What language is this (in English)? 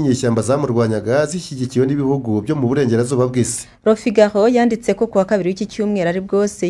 Kinyarwanda